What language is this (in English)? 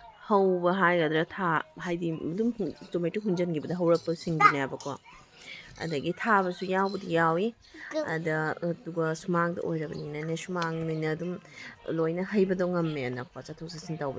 Manipuri